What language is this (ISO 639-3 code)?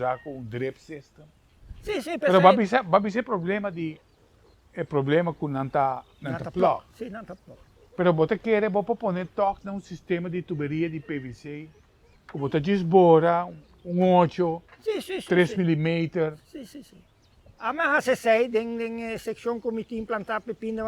pap